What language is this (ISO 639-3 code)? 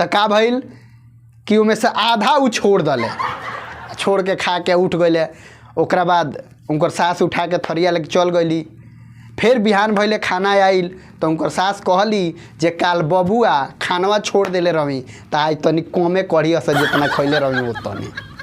bho